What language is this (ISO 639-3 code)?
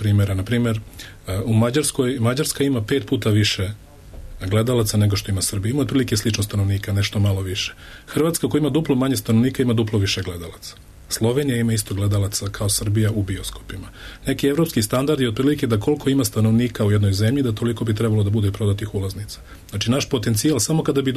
srp